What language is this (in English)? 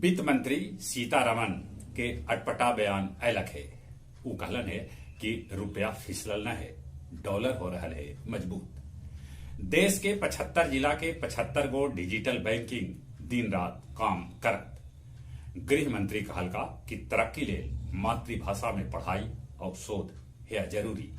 Magahi